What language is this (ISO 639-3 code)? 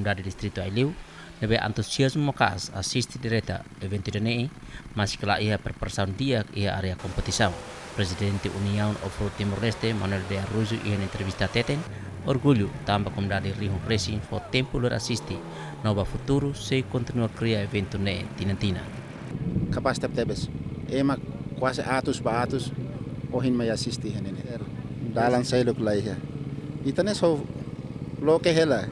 tet